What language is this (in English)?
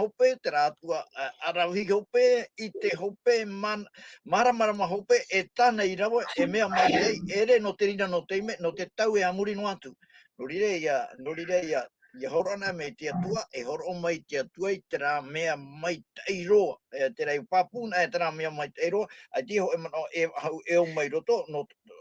Tahitian